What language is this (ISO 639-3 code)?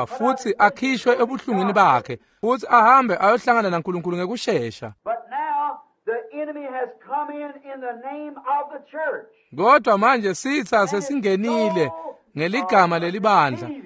ssw